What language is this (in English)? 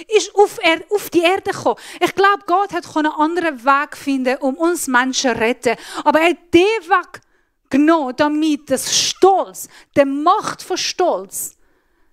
Swiss German